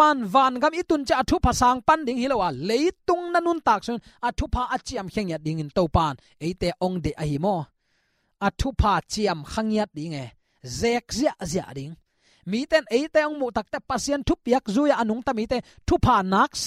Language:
Tedim Chin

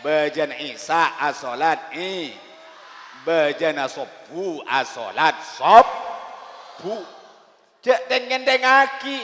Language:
Madurese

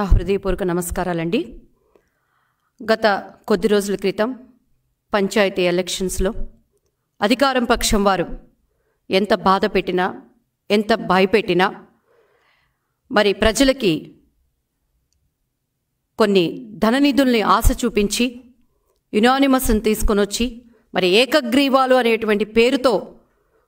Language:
Telugu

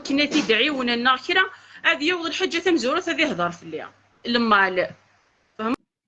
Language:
Kabyle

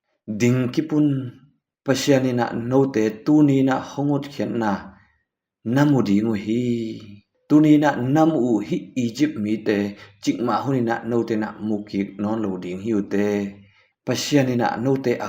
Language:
Tedim Chin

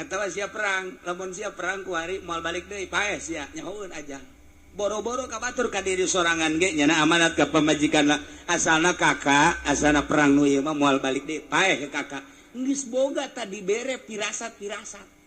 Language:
Sundanese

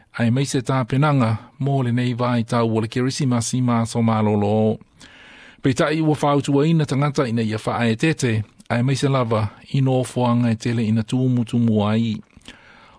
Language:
Samoan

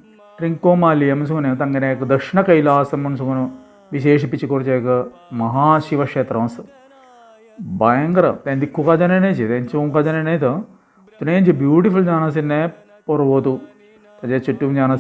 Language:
Konkani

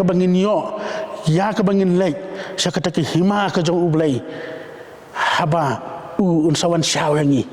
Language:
Khasi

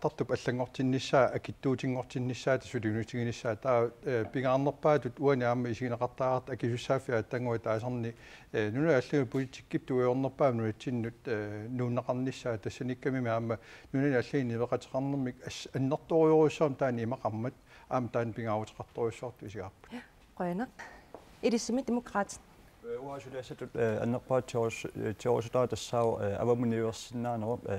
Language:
Kalaallisut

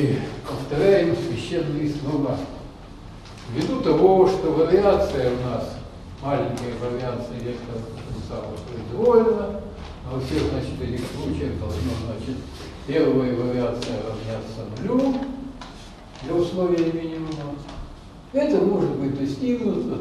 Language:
Russian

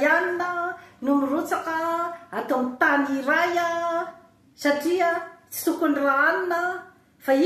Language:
Malagasy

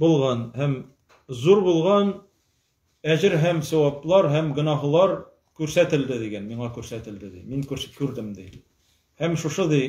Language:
Tatar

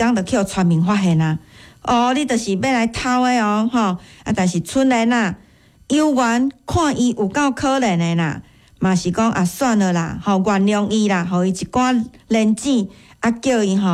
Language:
Min Nan Chinese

